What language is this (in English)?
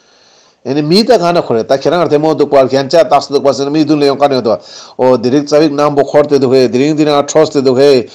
Ladakhi